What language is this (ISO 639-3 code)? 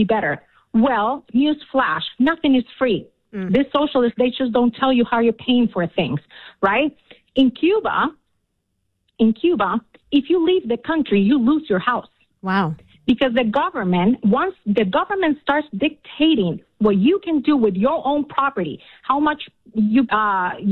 eng